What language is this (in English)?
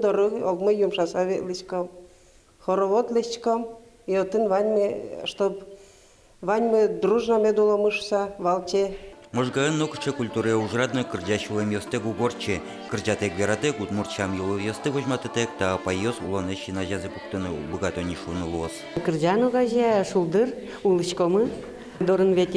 Udmurt